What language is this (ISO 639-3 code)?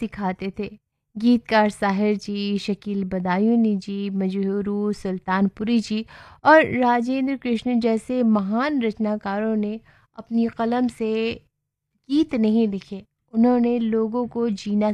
hin